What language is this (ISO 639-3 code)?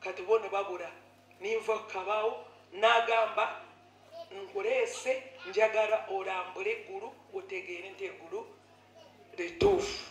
lug